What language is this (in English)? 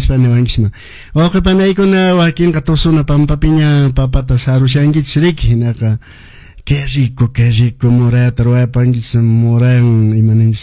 Quechua